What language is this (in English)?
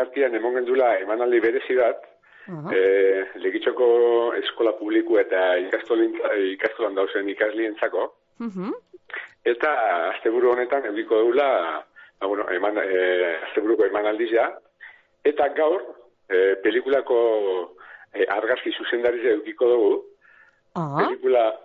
Basque